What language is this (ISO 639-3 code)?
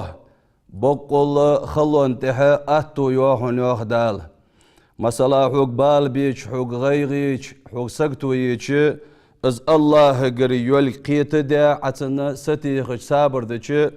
inh